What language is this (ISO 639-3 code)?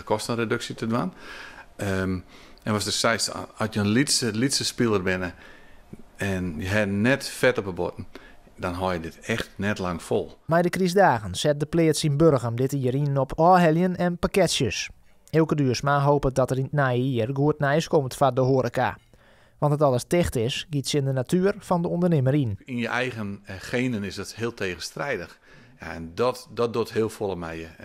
fry